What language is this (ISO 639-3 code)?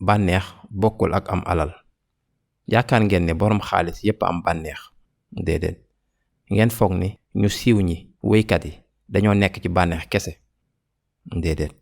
wol